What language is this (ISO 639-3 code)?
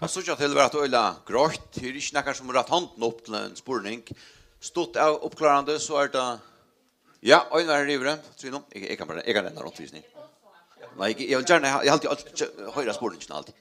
fao